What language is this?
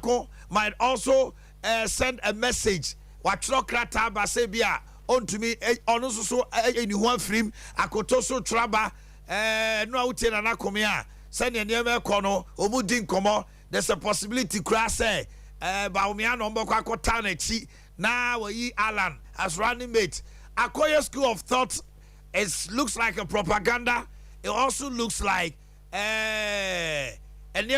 Akan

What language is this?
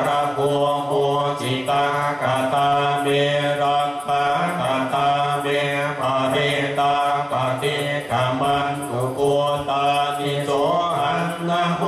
Pali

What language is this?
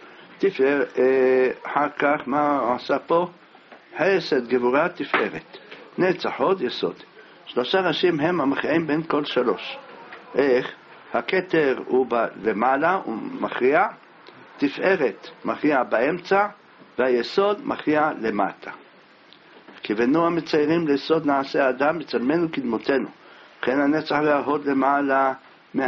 Hebrew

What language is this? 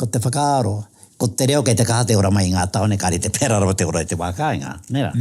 Māori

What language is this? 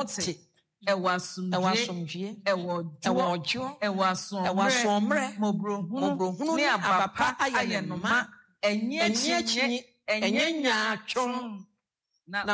Akan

